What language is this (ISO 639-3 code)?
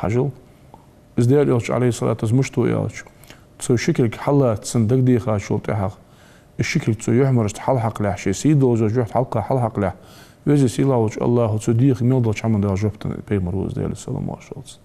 inh